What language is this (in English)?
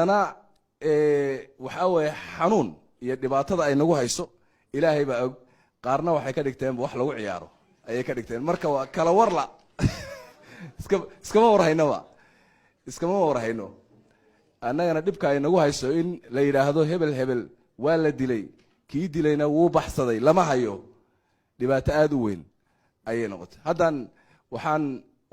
Somali